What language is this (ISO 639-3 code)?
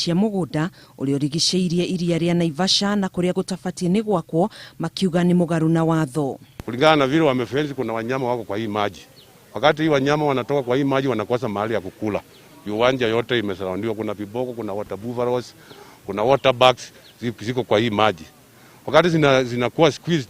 kik